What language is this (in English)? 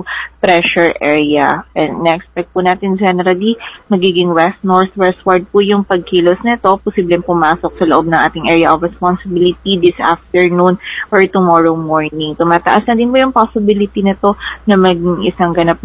Filipino